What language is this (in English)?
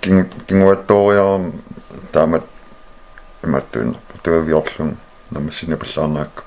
Kalaallisut